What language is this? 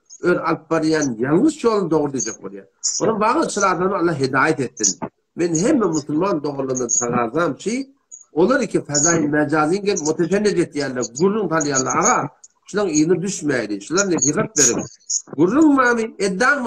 Turkmen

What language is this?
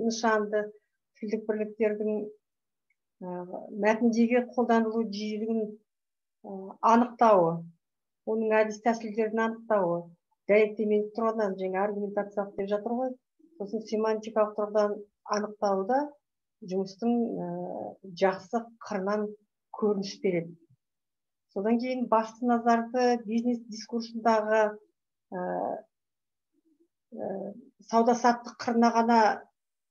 Kazakh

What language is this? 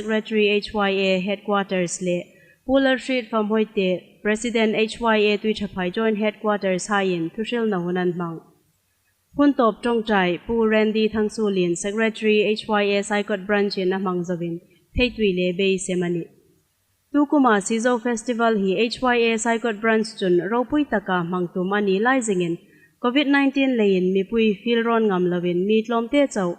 Hmar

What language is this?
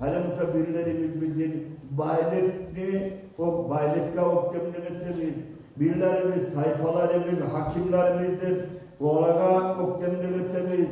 Kumyk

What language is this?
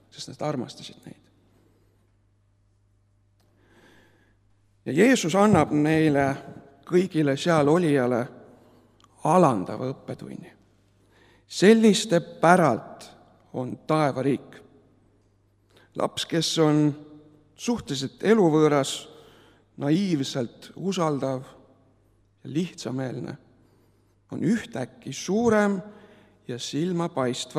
Estonian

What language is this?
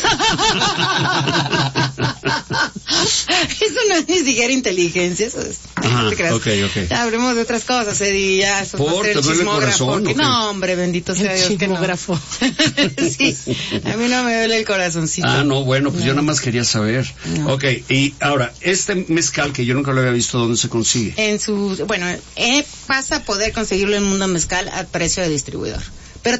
Spanish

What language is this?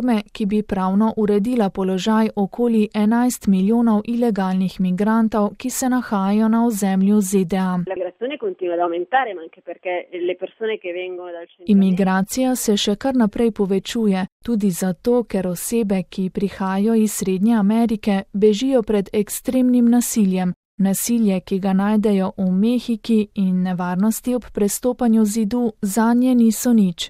Slovenian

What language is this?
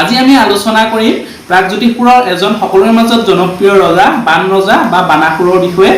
Assamese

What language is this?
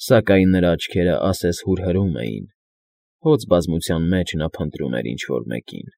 Armenian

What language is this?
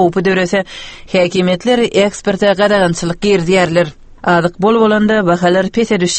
Turkmen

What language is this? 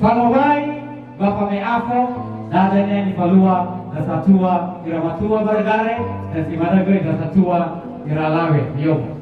Nias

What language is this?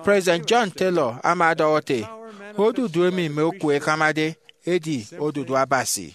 Efik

